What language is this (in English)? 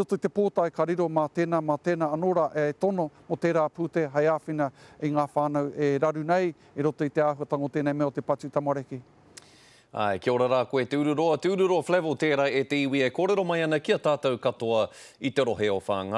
Māori